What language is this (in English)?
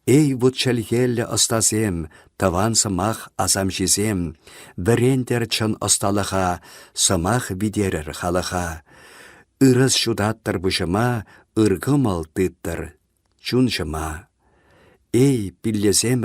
Chuvash